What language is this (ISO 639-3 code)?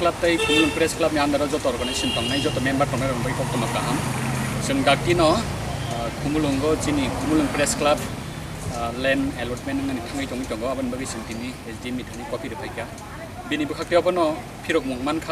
trp